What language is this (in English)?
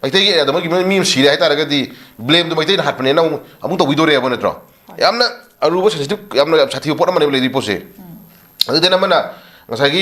Manipuri